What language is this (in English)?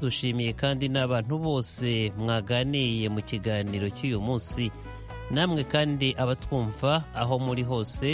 Kinyarwanda